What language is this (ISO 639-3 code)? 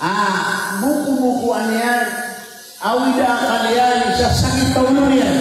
mrw